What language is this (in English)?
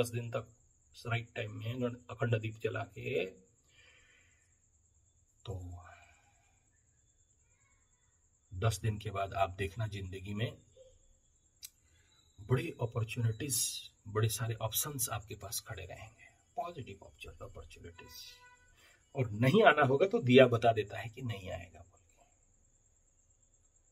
Hindi